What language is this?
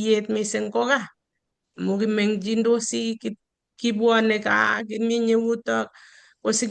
Kalenjin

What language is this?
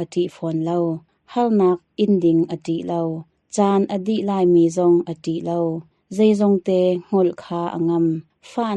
Hakha Chin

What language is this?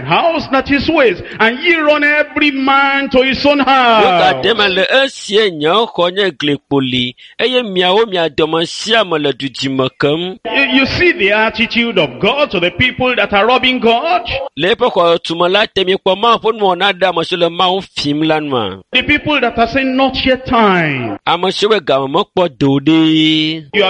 Ewe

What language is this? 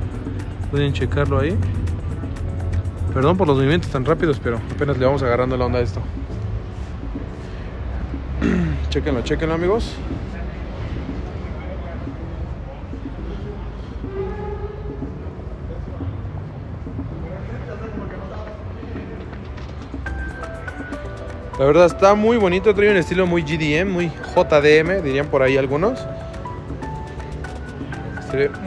Spanish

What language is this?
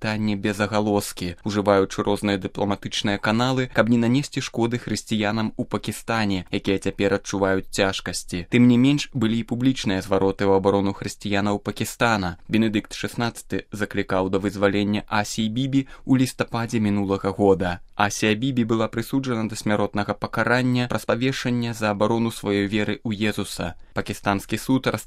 Belarusian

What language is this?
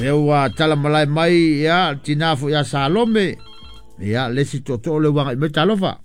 Samoan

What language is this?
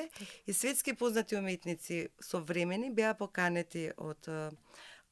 Macedonian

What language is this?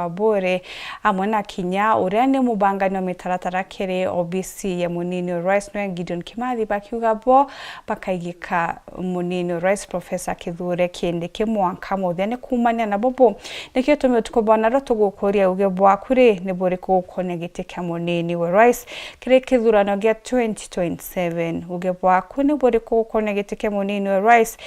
Meru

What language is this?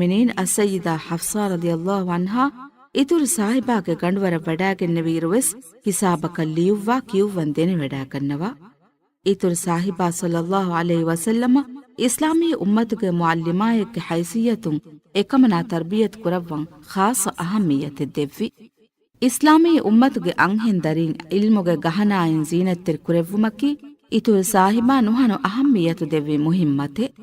Divehi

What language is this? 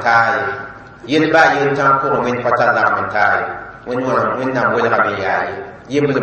Mossi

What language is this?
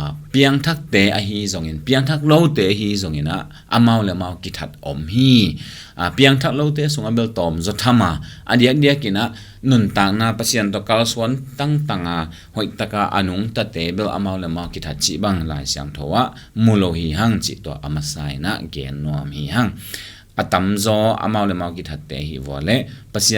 Tedim Chin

